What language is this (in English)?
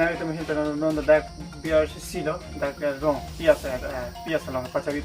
Karbi